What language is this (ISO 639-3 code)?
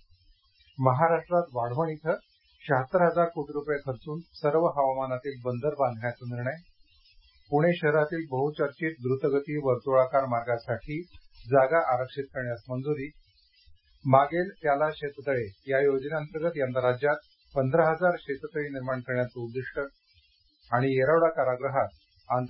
mar